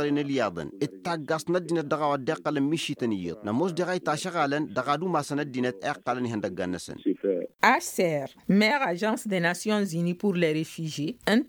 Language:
Tamasheq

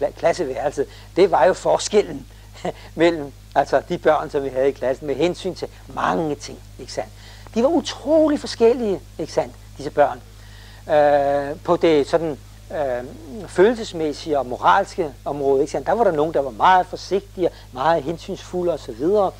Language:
Danish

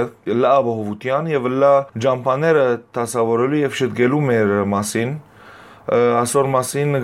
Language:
Western Armenian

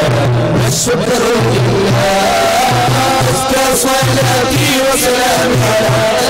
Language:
Malayalam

